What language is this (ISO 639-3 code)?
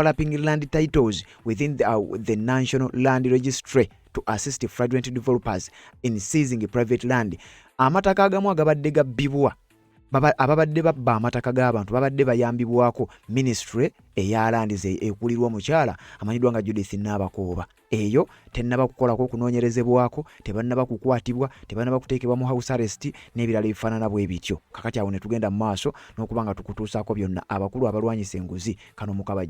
lug